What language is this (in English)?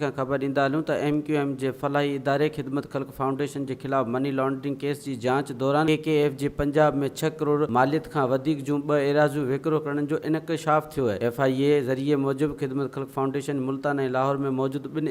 Sindhi